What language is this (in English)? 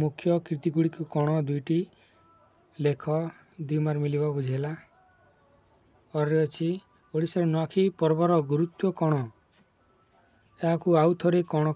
Odia